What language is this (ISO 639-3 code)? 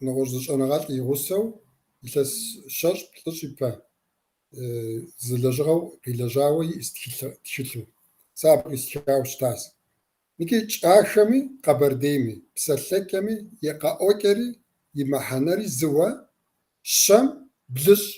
kbd